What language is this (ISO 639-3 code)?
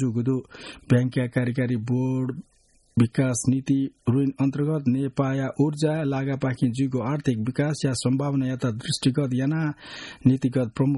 new